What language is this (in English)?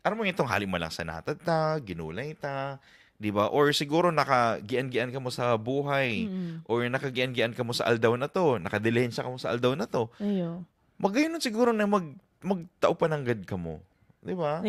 Bikol